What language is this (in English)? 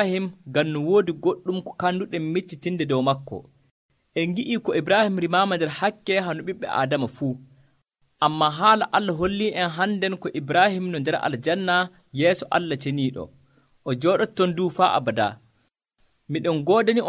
Nigerian Fulfulde